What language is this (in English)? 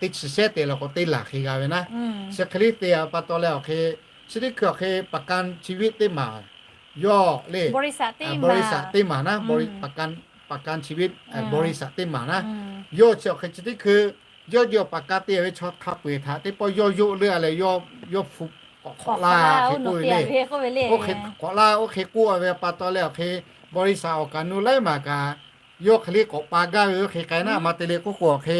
Lahu